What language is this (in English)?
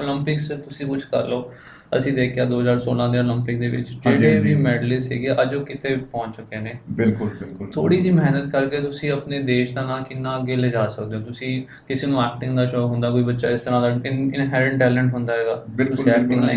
Punjabi